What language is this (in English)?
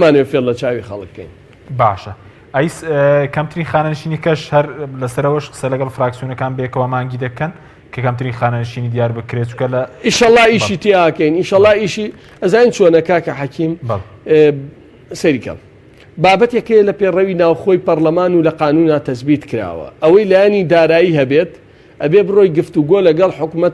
Central Kurdish